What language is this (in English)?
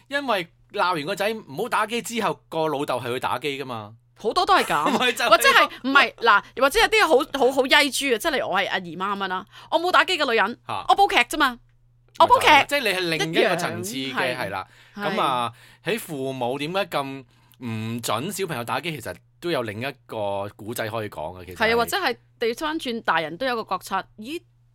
Cantonese